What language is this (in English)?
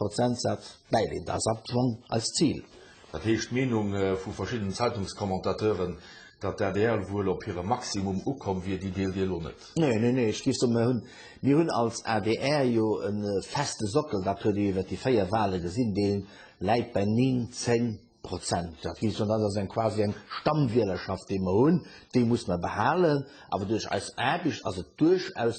Luxembourgish